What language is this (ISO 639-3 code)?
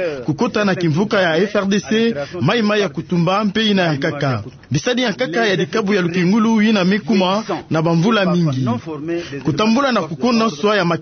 ktu